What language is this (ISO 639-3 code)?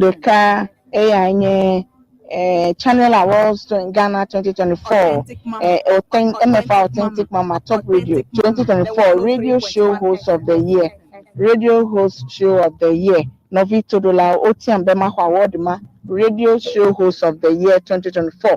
ewe